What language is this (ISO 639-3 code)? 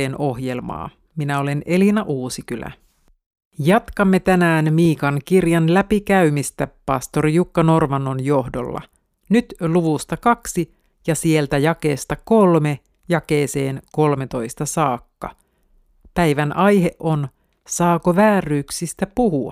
fin